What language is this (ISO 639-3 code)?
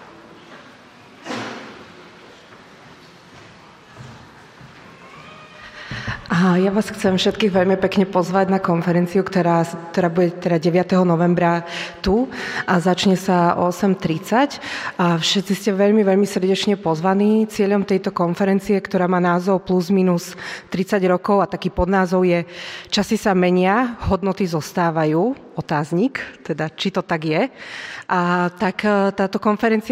slk